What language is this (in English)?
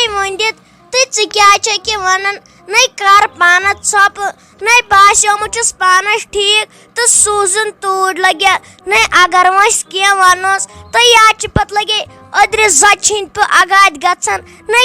Kashmiri